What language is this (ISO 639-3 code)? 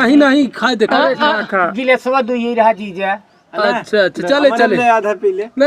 awa